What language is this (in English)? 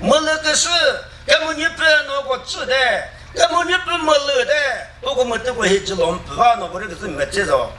Chokri Naga